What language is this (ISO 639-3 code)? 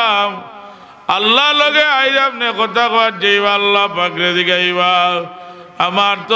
syl